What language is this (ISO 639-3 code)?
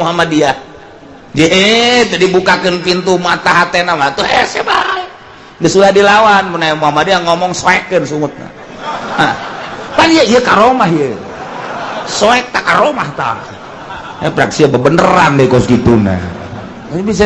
sun